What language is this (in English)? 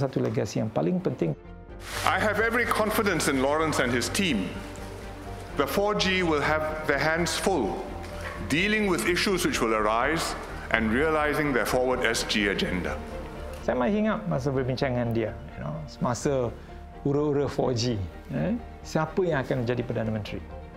Malay